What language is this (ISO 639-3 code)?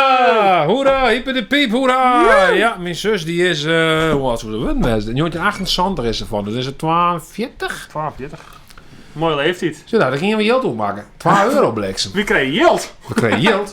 fry